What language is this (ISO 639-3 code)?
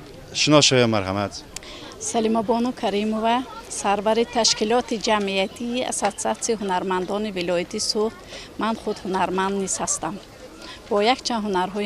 tgk